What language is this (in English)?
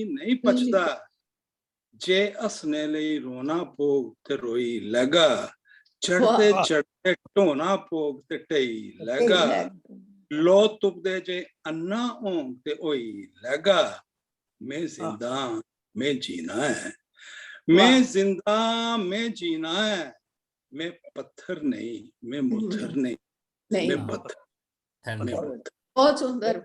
Dogri